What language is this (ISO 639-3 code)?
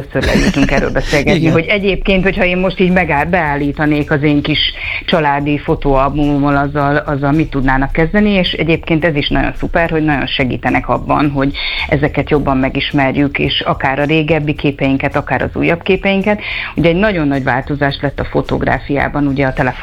hun